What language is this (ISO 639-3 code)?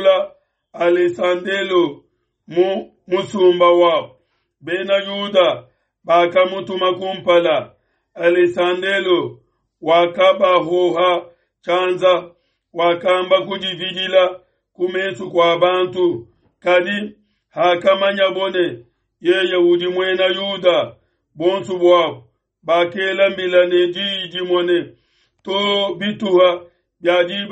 lua